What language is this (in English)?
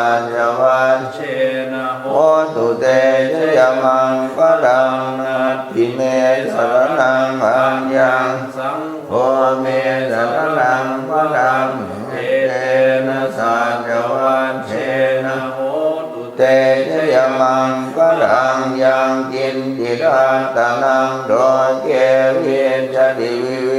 Pali